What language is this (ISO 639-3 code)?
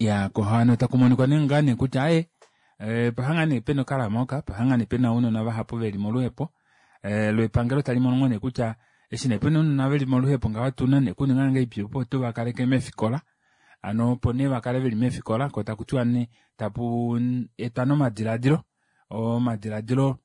kua